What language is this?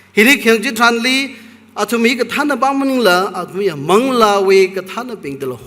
Tangkhul Naga (India)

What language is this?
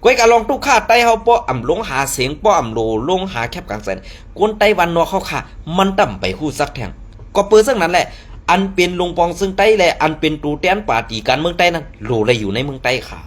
Shan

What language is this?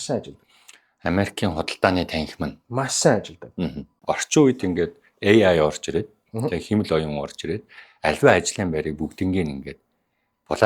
Mongolian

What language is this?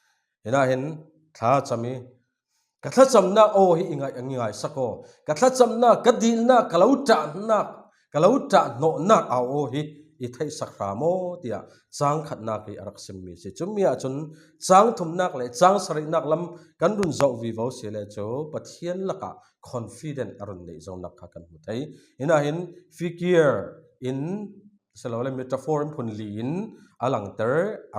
Falam Chin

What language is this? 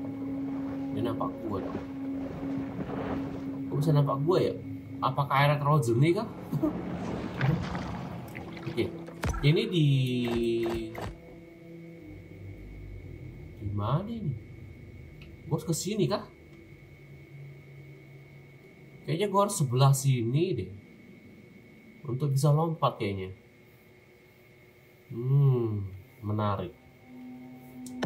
Indonesian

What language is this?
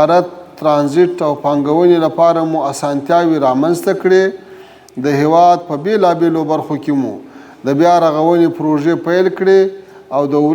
Pashto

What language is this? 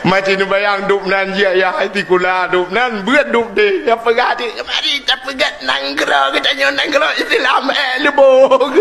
Achinese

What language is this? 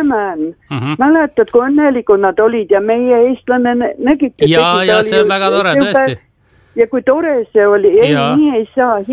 Estonian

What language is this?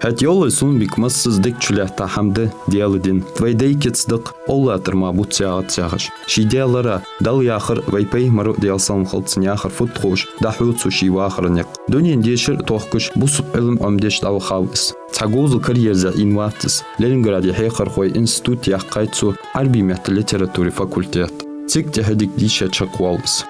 Ingush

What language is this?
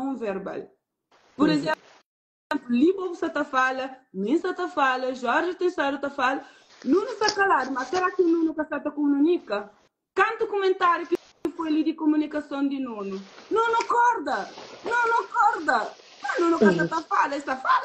Kabuverdianu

